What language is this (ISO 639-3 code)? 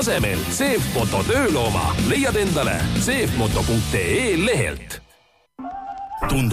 est